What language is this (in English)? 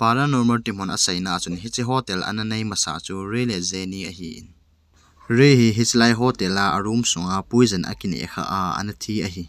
Thado Chin